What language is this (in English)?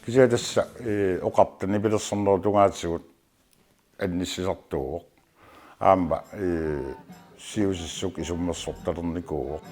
Kalaallisut